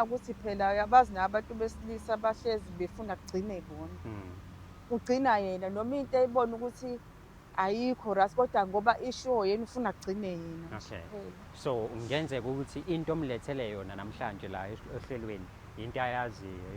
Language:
Zulu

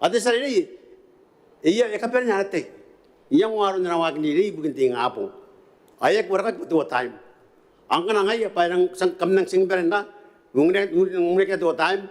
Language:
Gilbertese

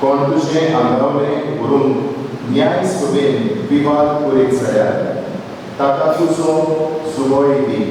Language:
Konkani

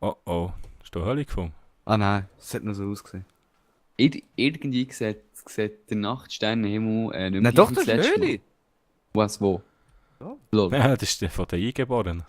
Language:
Swiss German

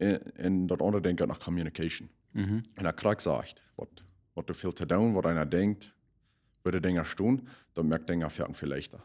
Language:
Plautdietsch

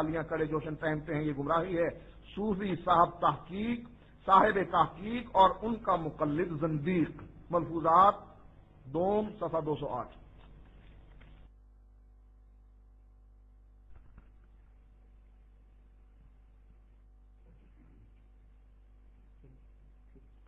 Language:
Urdu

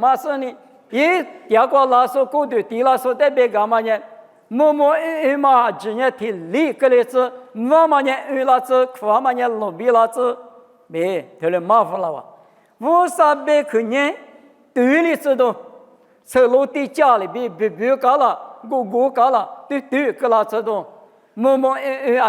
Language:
Lisu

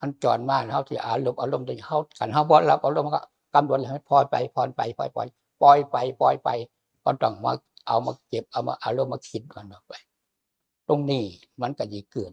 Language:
Lao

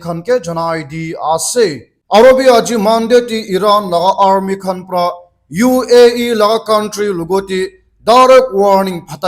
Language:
Naga Pidgin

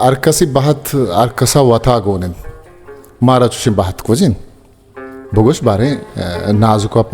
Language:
Baluchi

